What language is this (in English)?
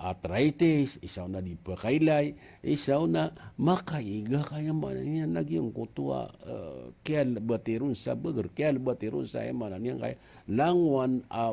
Maranao